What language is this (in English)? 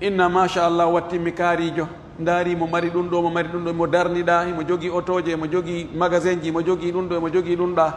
Pular